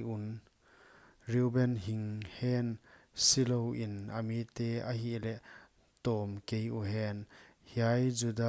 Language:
Paite Chin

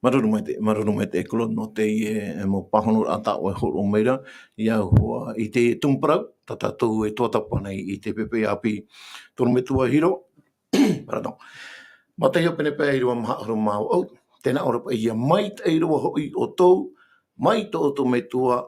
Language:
Tahitian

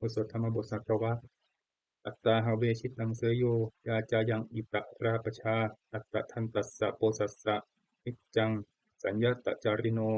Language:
Pali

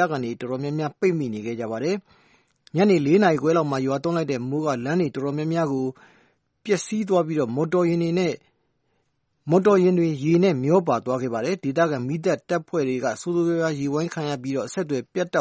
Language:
Burmese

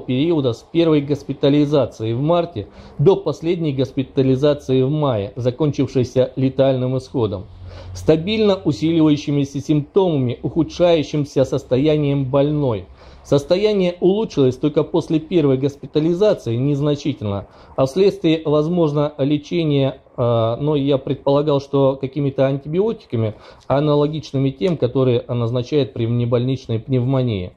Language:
Russian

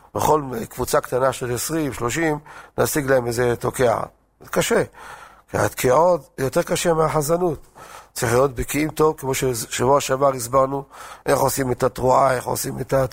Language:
Hebrew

